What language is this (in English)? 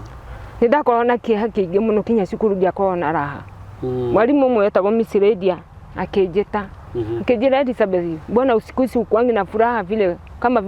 Kikuyu